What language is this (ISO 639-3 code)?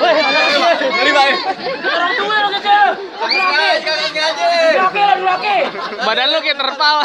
bew